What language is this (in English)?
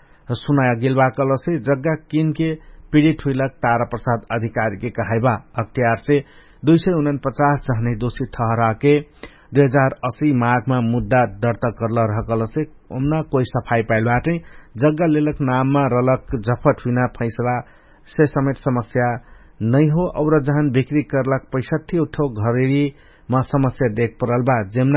Dangaura Tharu